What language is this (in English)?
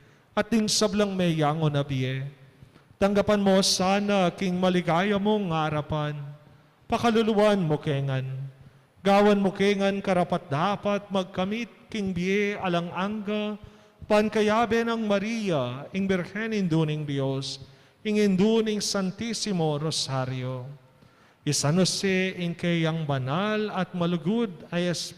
Pampanga